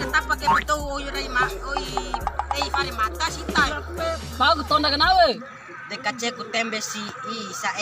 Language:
Bima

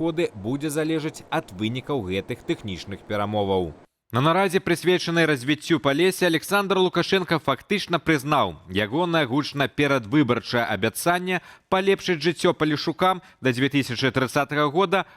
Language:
Belarusian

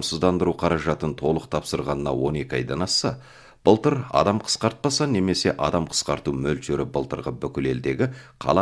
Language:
Kazakh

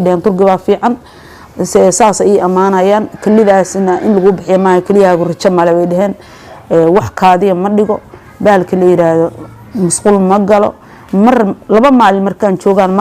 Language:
Somali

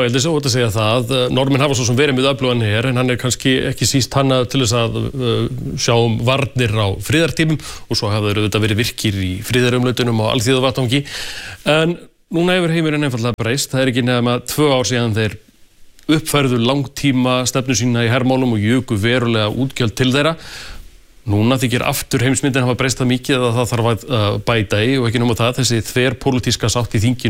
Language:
Icelandic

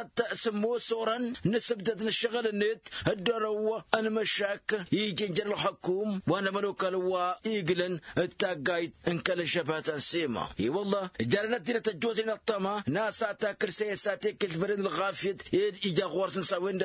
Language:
Tamasheq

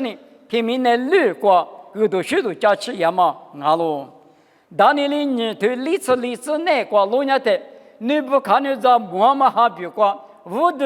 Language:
Lisu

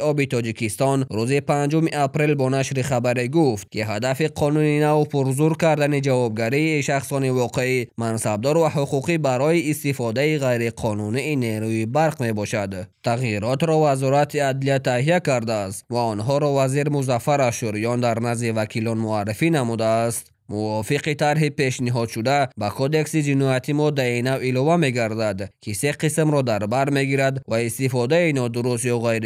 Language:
Tajik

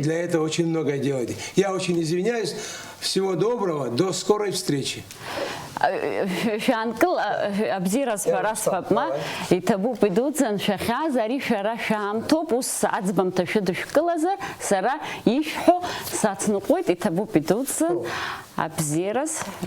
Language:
Abkhazian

